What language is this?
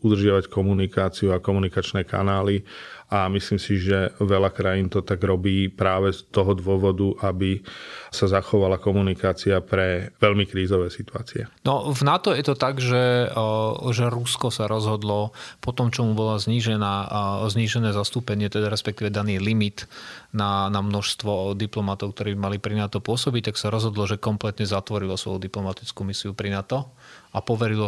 Slovak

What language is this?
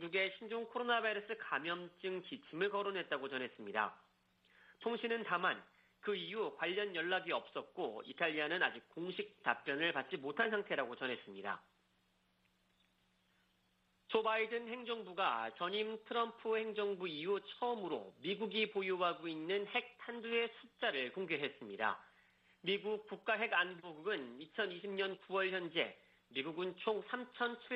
Korean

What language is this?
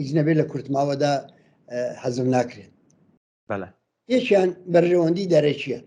Central Kurdish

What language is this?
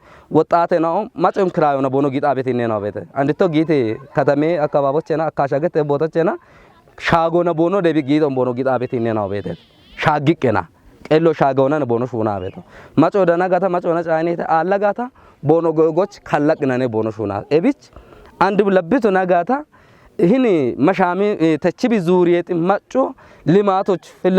Kafa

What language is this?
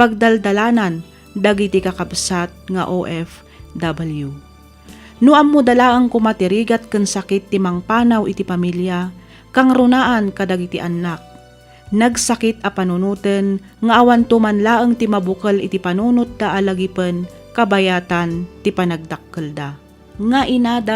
Iloko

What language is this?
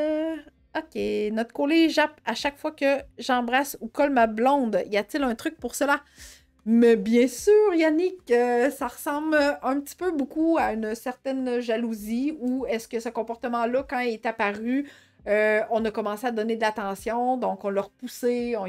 French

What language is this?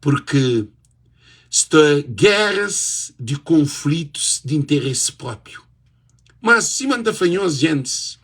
Kabuverdianu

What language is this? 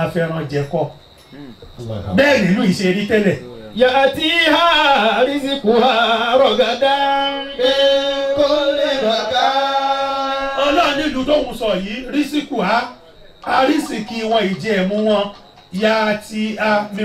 Yoruba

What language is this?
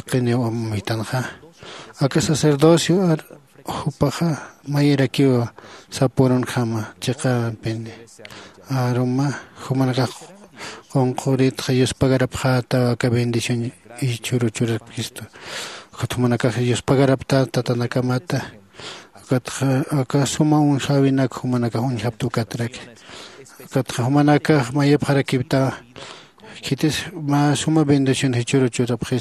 Aymara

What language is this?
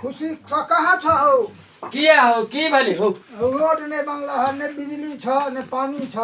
Maithili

